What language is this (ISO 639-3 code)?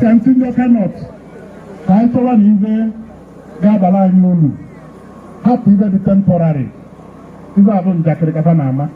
ibo